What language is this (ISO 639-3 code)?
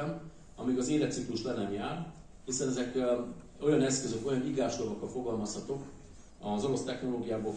hun